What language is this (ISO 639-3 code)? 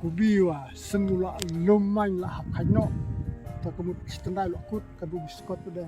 kha